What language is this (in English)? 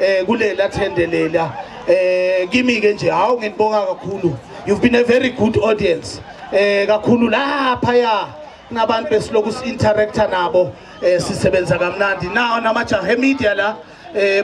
Zulu